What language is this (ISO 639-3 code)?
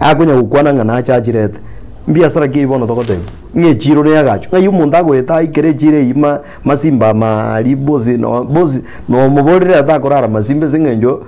guz